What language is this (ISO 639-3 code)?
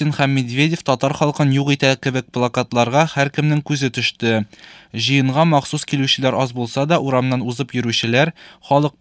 tat